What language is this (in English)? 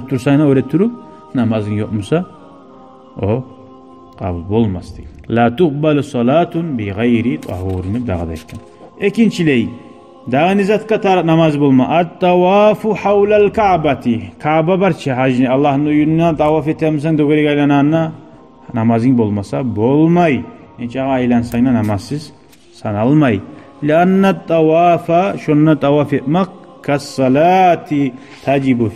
Kumyk